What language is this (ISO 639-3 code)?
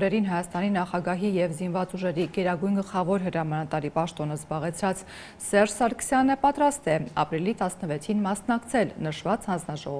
hye